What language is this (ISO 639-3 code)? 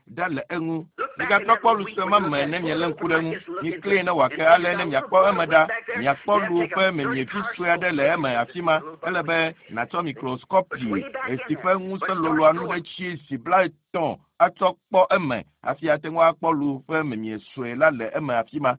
ewe